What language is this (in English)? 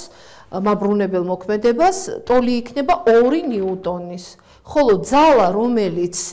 Georgian